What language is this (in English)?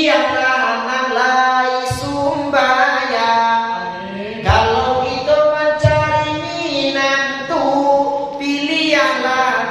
Minangkabau